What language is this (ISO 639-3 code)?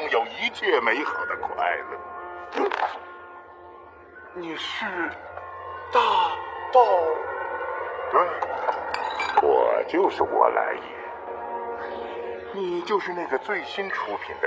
zho